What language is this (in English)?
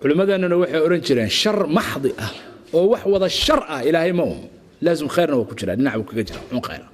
Somali